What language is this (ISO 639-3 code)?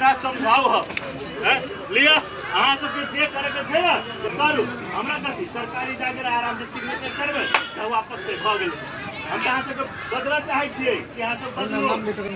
mai